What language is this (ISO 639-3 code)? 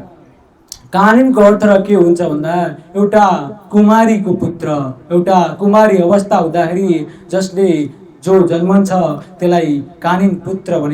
nep